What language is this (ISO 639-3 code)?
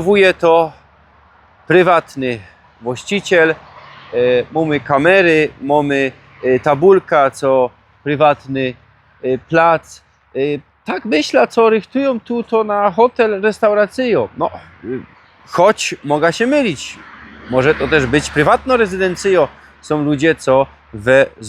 szl